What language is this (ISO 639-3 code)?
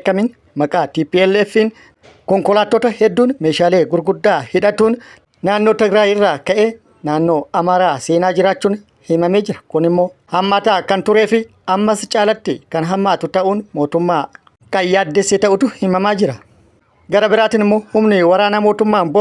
orm